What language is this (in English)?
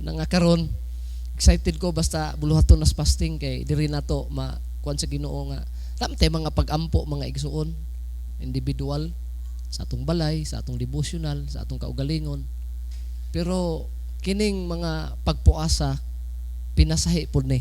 Cebuano